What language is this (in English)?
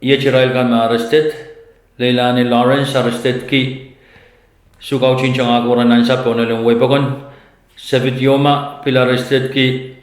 Pohnpeian